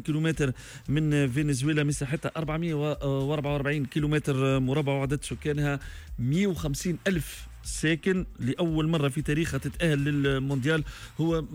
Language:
Tunisian Arabic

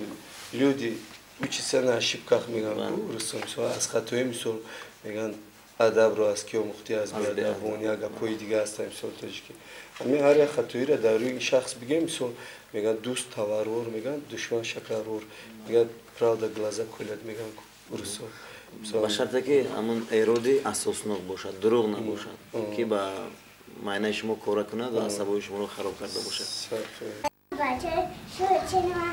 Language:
Tajik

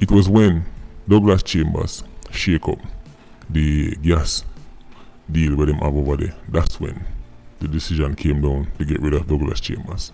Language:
Jamaican Creole English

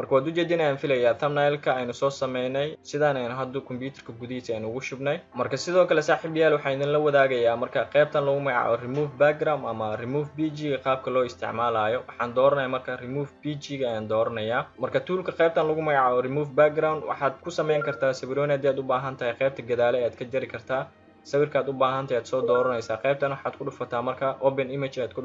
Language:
Somali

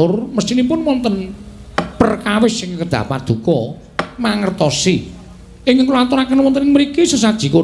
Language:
Javanese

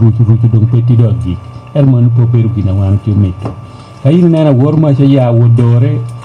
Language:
Lango (Uganda)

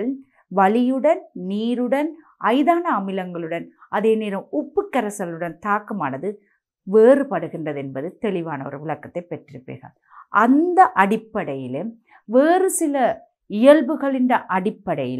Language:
Tamil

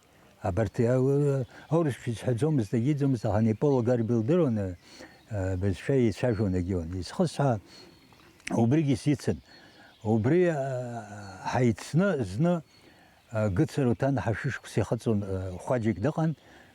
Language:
Abkhazian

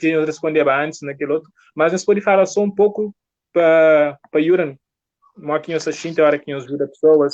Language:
Kabuverdianu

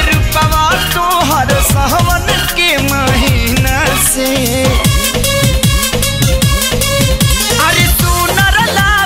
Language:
Bhojpuri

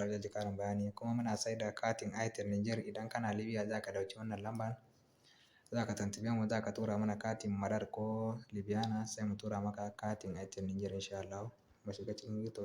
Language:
Hausa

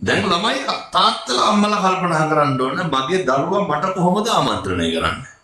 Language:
Sinhala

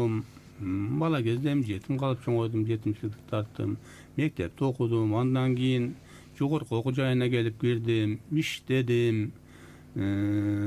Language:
Kyrgyz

